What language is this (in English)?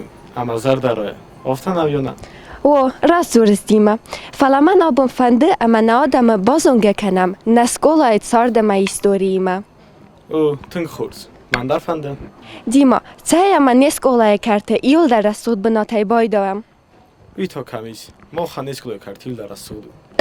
Ossetic